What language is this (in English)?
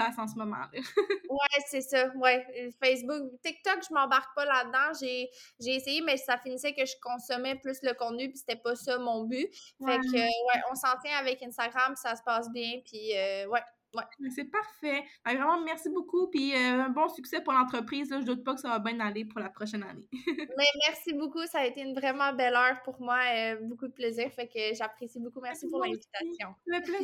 French